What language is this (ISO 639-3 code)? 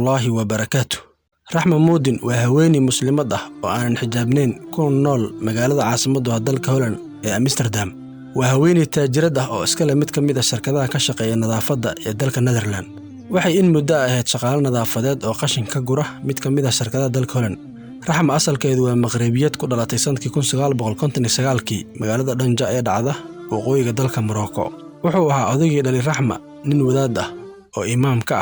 som